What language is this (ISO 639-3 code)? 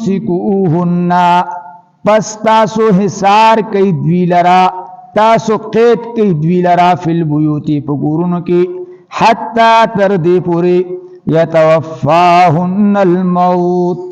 pus